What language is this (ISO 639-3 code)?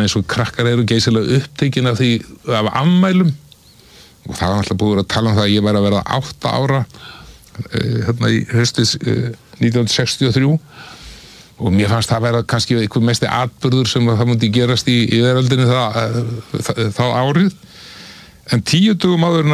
isl